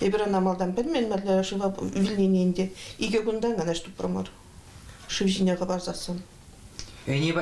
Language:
Chuvash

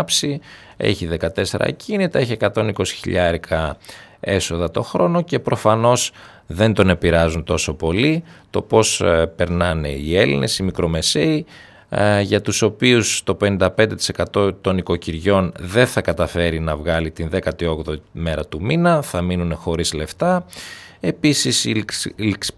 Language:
Greek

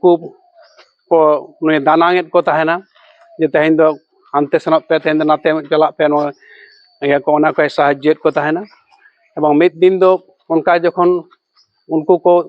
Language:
Santali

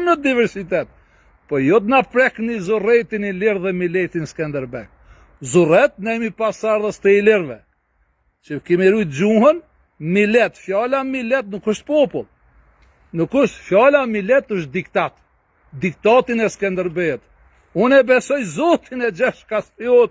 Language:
Albanian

